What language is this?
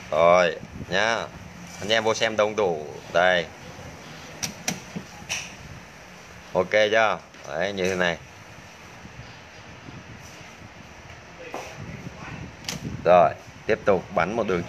Vietnamese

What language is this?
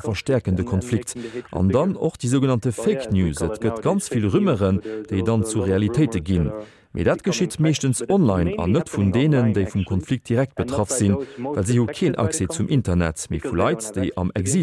Luxembourgish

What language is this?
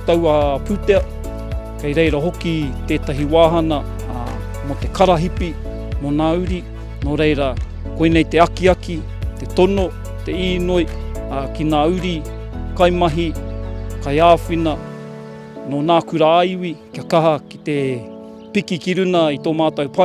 Māori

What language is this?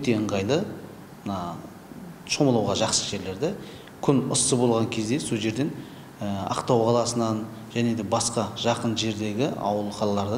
Kazakh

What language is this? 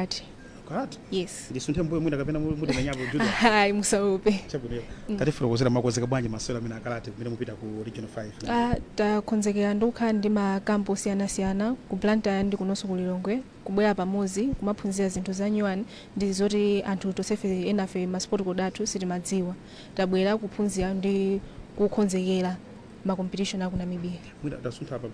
Nyanja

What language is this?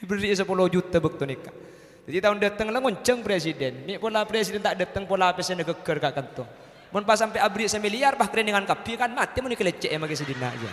Madurese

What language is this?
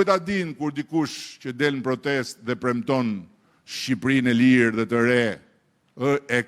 Albanian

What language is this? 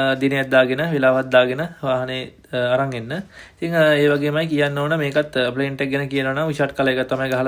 Sinhala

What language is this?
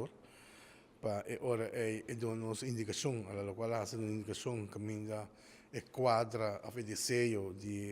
Papiamento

